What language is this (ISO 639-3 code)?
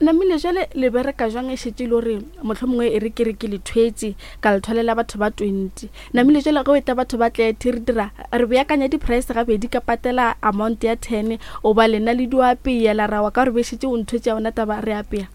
nso